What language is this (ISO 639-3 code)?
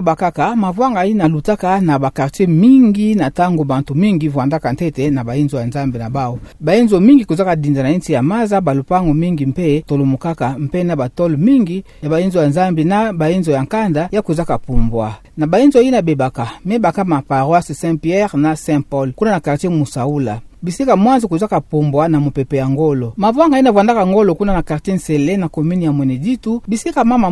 ktu